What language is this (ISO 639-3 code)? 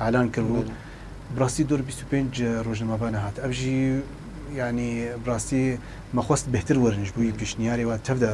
kur